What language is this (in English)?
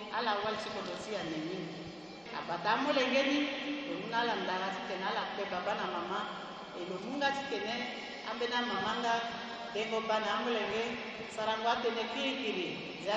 Sango